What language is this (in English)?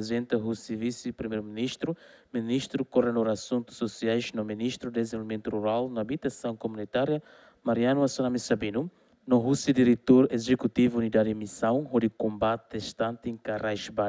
Tetum